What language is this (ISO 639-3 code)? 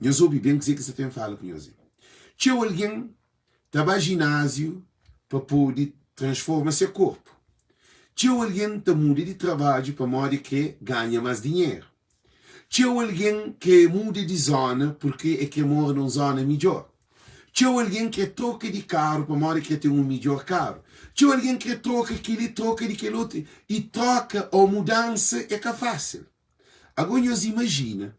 kea